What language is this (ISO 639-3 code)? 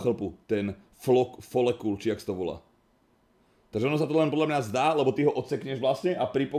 slk